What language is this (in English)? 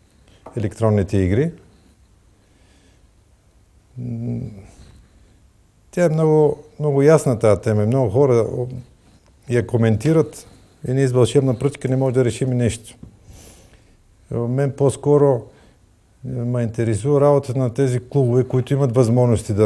Bulgarian